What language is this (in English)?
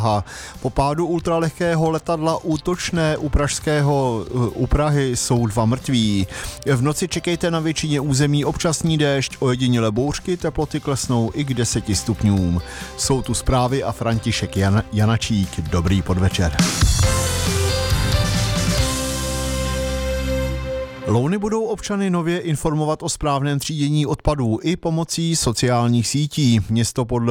Czech